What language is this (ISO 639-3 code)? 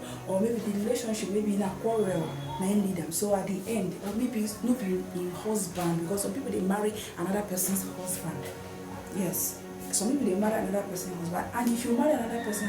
pcm